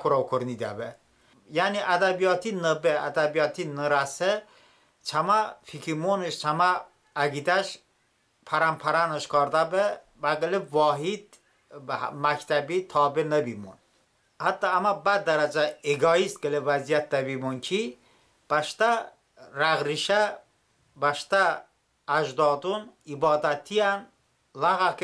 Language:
Talysh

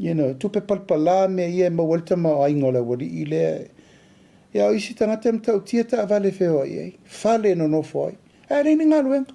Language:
Samoan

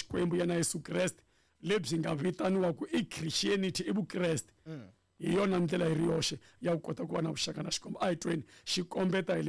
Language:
Tsonga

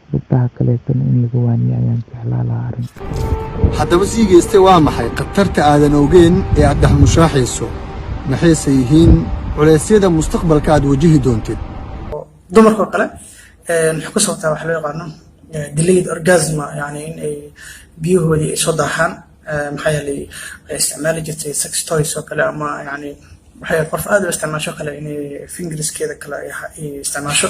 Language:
Somali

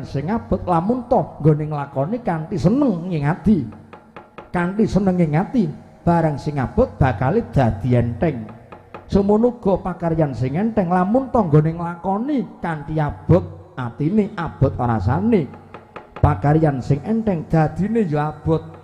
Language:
Javanese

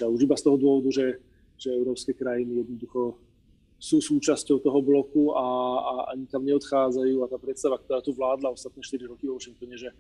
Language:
Slovak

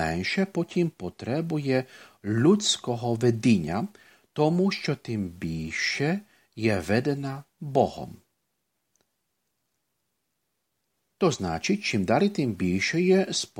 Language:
Ukrainian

